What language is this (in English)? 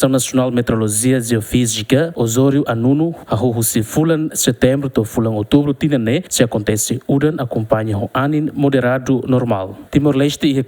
Tetum